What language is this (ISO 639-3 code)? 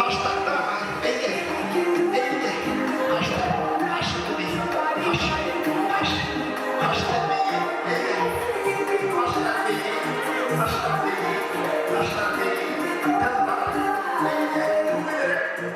bak